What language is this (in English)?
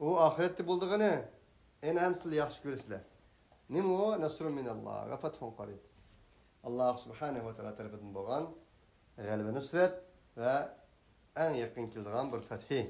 Uyghur